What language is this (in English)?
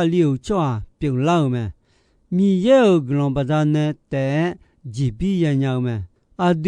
Akha